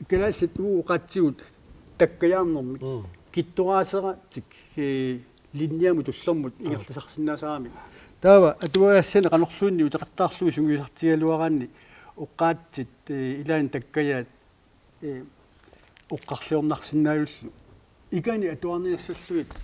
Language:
Kalaallisut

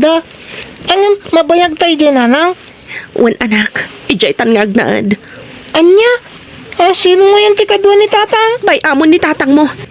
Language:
Iloko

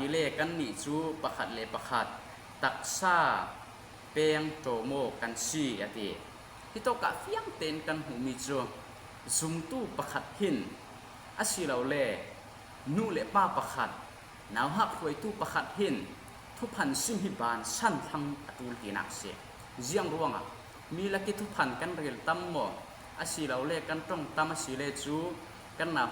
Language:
Falam Chin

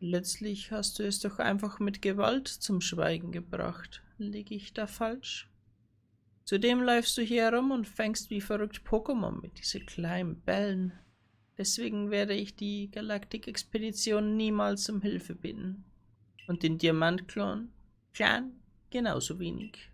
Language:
Bavarian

